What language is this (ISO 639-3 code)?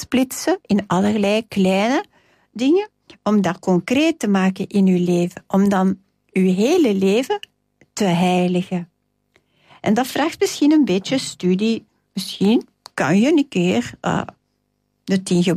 nld